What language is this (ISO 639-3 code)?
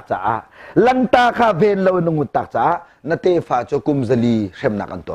cnh